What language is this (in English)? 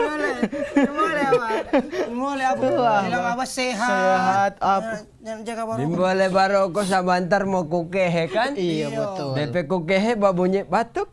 Manado Malay